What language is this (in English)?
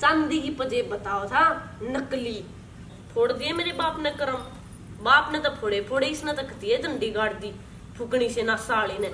Haryanvi